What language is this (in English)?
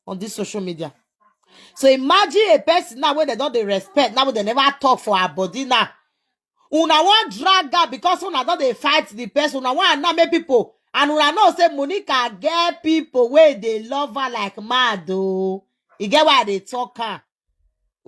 Nigerian Pidgin